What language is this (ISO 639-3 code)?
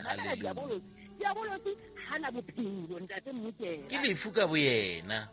sot